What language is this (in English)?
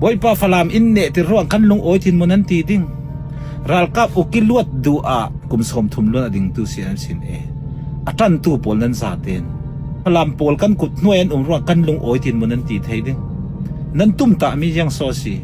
Falam Chin